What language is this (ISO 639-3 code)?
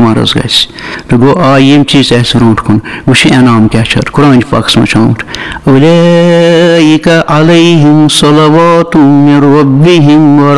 kas